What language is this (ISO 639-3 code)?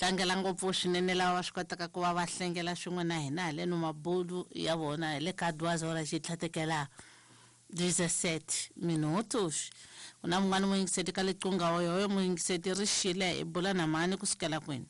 tso